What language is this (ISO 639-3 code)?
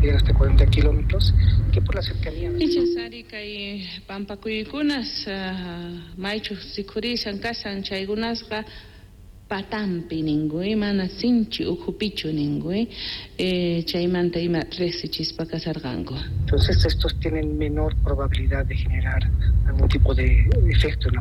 que